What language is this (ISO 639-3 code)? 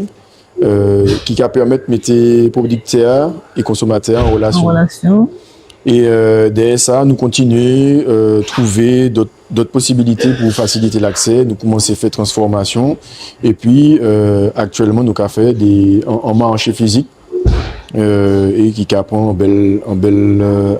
gcf